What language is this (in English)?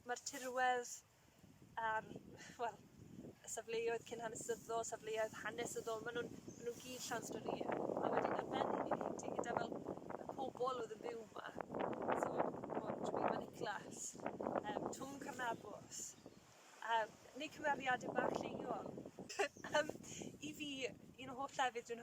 Welsh